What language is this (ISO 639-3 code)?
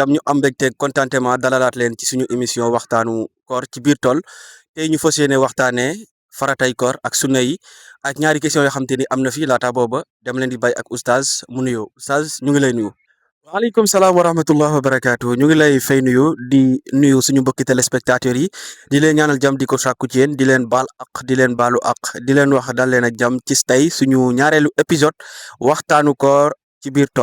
wol